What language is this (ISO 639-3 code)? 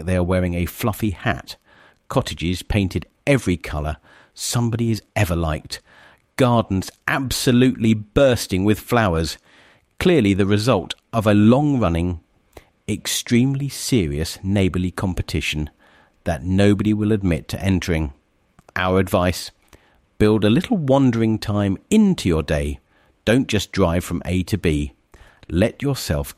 eng